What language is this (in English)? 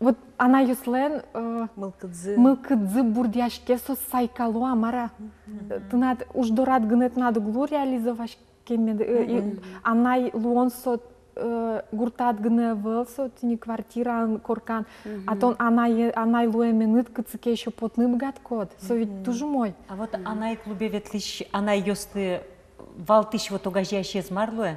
Udmurt